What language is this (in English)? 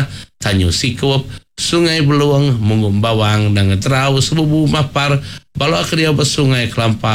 Iban